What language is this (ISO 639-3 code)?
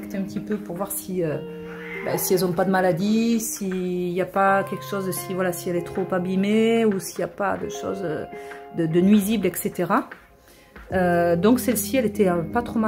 fra